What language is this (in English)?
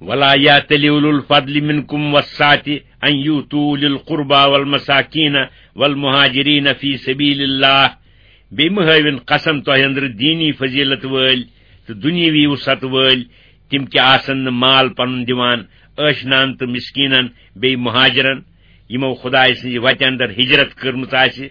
Kashmiri